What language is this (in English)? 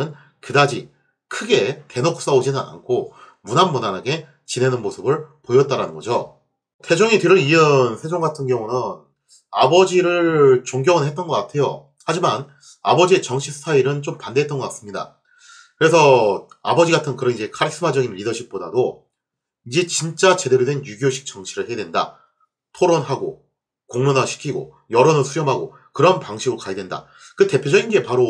Korean